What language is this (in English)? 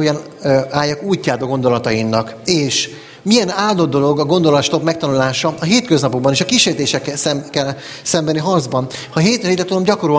Hungarian